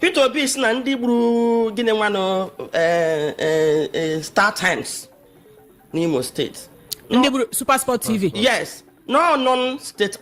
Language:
Igbo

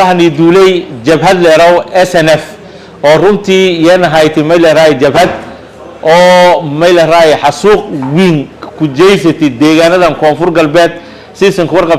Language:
Somali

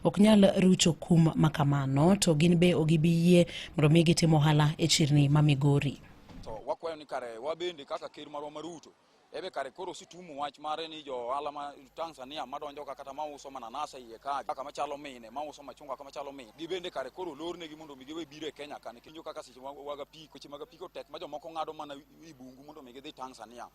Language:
Luo (Kenya and Tanzania)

